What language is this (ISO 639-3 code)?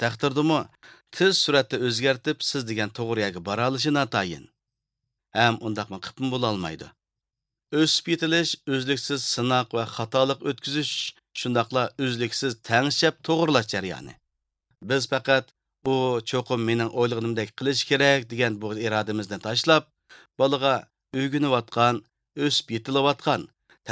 uig